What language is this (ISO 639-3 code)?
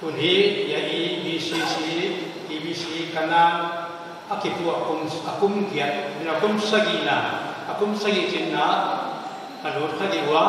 pck